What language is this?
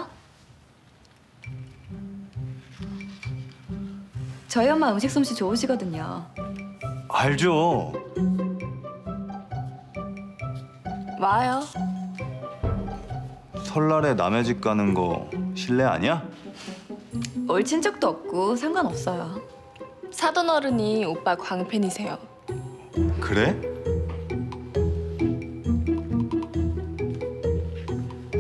Korean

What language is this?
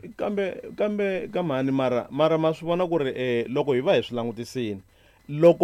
Tsonga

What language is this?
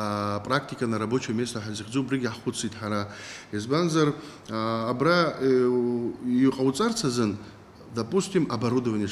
Abkhazian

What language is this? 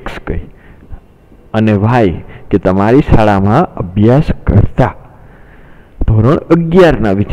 Gujarati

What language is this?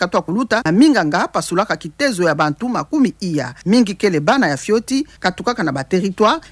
Kituba (Democratic Republic of Congo)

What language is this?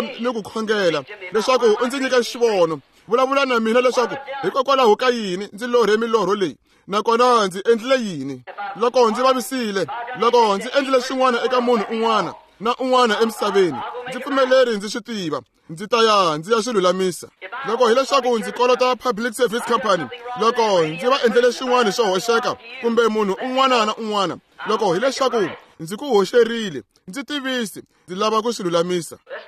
Tsonga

